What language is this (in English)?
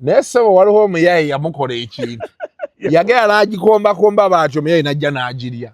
Ganda